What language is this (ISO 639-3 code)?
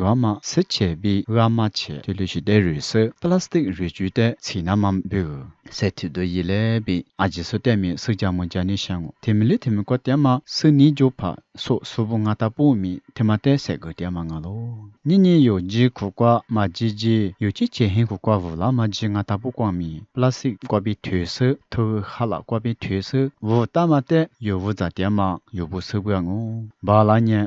lis